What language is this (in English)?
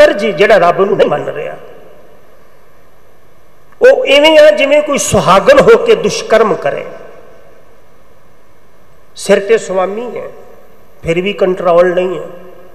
Punjabi